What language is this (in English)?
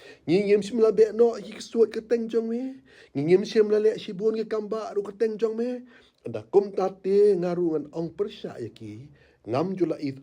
Khasi